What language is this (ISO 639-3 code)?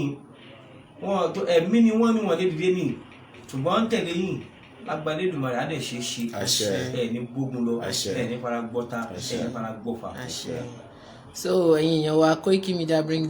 yor